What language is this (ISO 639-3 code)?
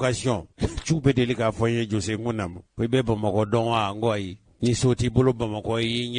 bam